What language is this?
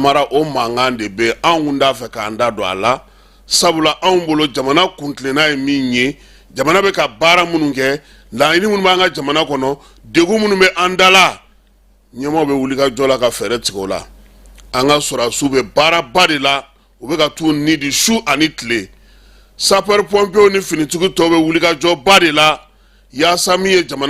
Bambara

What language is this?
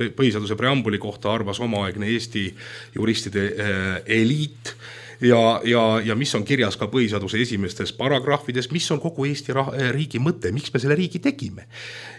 Estonian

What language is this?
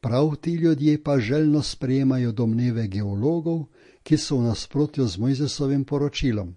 Slovenian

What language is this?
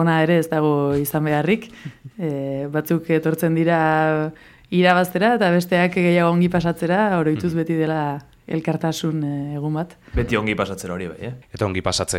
Basque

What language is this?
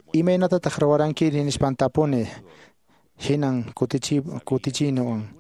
Quechua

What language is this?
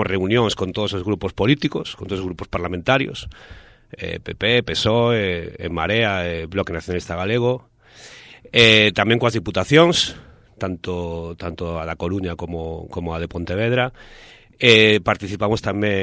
Galician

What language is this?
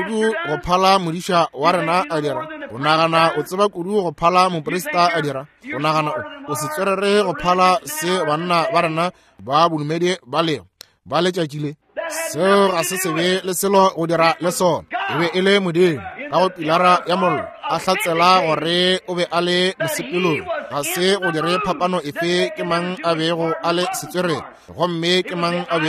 Northern Sotho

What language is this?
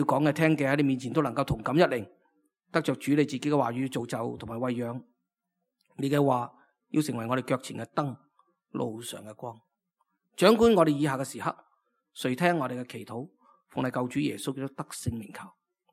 Cantonese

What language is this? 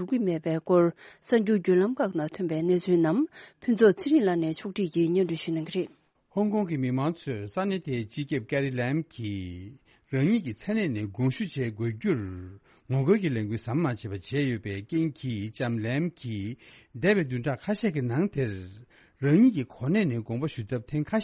Tibetan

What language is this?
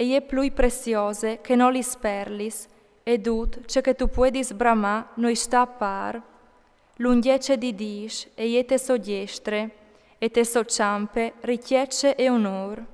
Friulian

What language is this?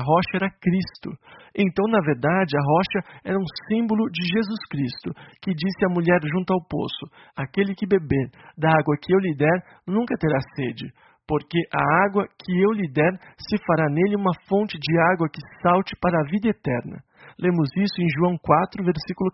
Portuguese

